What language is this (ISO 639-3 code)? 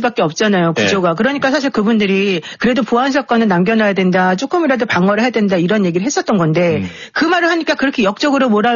kor